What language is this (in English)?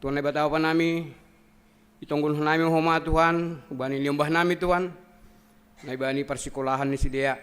Batak Simalungun